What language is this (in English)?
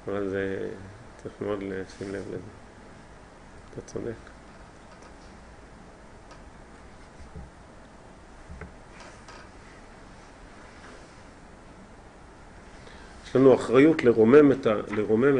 Hebrew